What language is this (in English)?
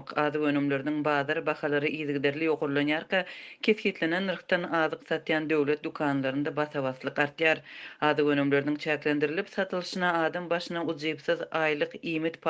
Turkmen